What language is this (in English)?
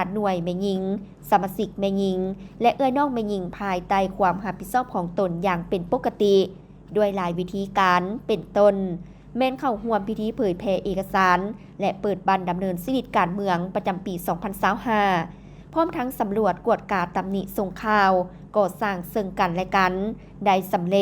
Lao